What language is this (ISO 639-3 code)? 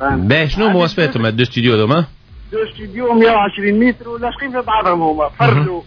aeb